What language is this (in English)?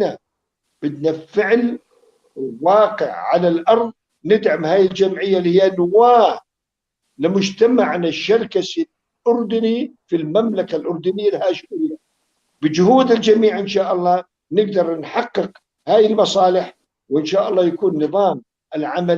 North Levantine Arabic